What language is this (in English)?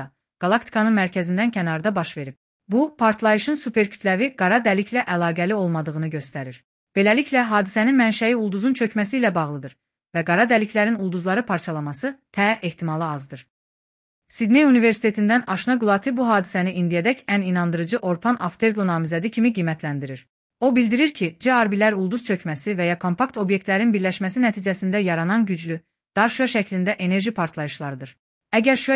Azerbaijani